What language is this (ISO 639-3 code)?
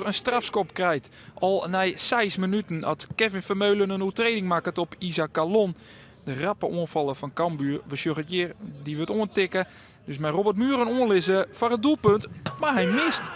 fry